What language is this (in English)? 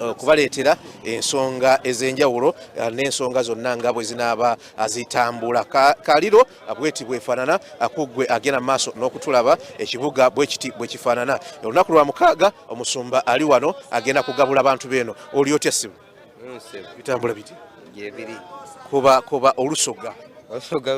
Ganda